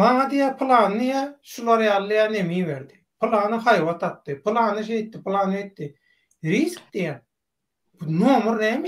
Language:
Turkmen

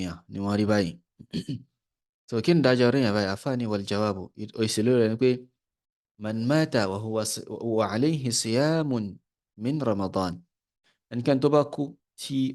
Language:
Yoruba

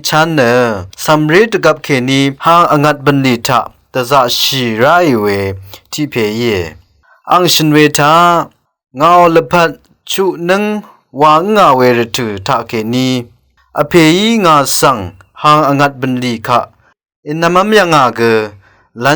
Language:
Rawang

